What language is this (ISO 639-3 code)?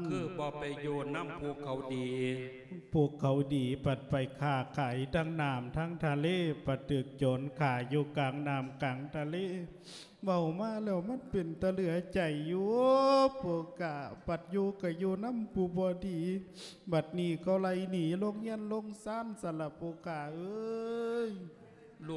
lao